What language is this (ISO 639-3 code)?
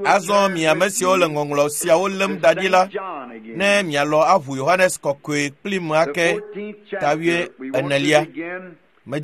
ewe